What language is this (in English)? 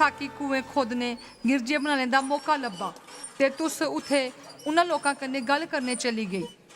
Dogri